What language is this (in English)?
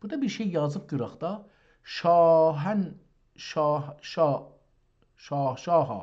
South Azerbaijani